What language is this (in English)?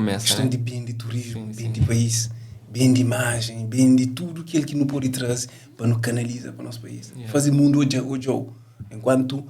Kabuverdianu